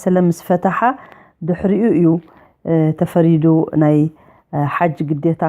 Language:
Tigrinya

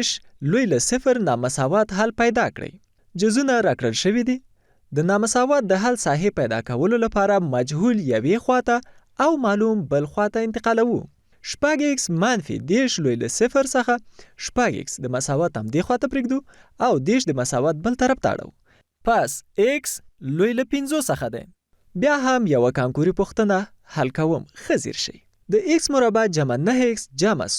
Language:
Pashto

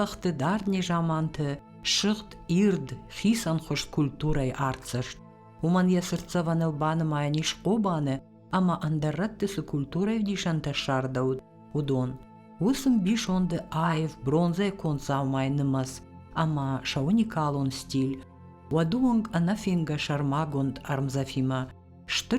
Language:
Ossetic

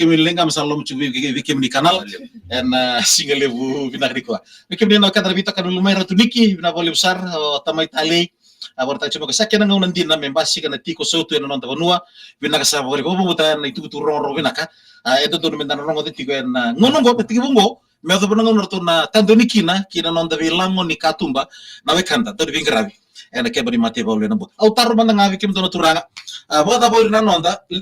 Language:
Fijian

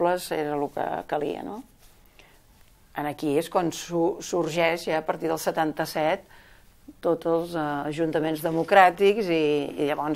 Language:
Catalan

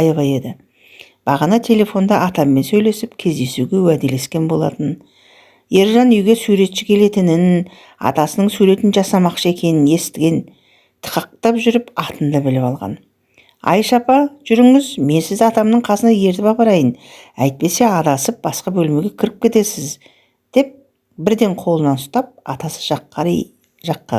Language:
Kazakh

